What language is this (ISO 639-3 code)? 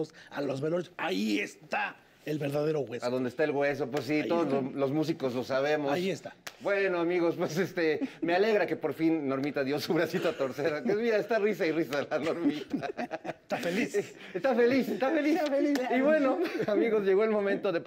spa